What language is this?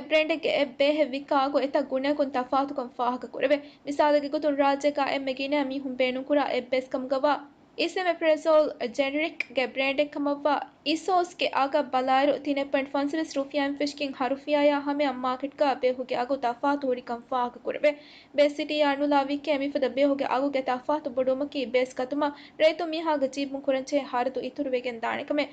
Divehi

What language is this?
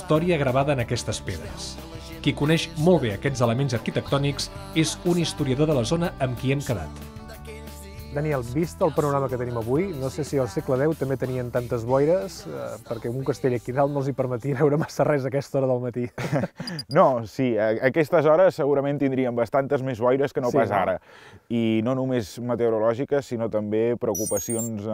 Catalan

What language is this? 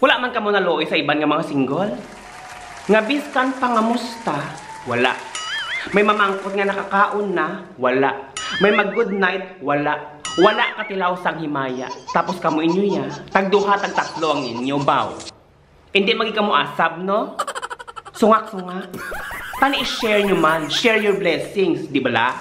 Hiligaynon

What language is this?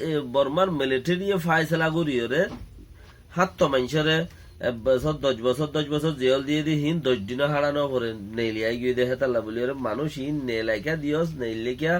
Rohingya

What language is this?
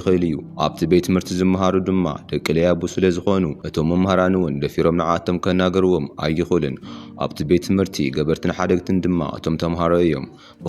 Tigrinya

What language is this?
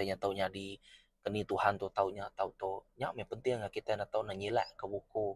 Iban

